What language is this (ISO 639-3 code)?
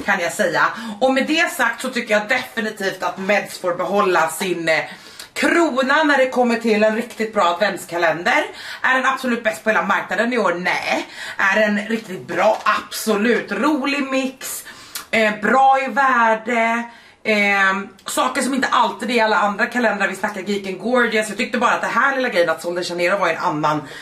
swe